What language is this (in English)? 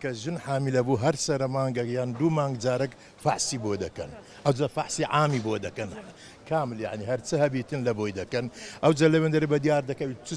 Central Kurdish